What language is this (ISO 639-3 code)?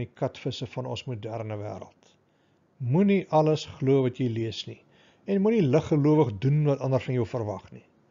afr